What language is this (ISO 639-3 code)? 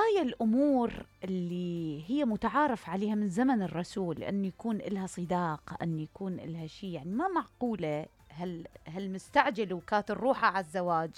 acm